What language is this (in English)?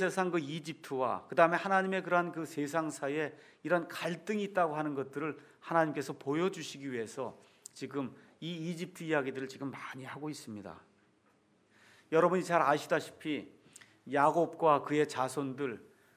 Korean